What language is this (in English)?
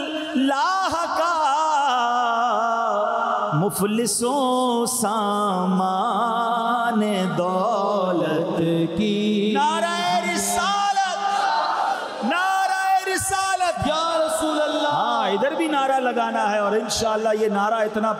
Urdu